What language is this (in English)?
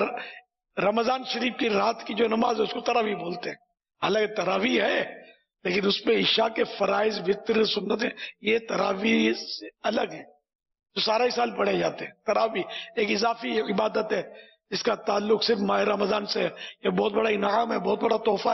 Urdu